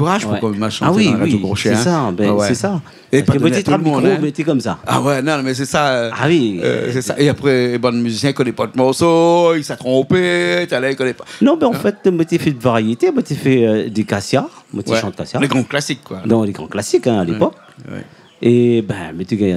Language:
Réunion Creole French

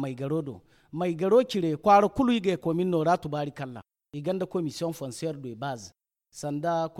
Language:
Zarma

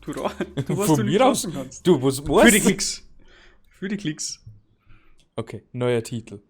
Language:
Bavarian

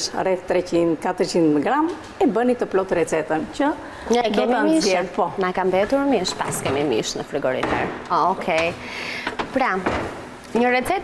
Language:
Albanian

